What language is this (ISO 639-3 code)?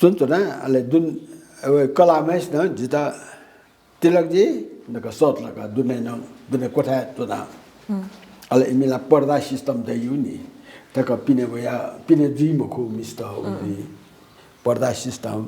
new